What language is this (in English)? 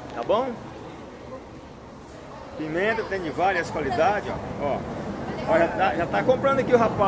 Portuguese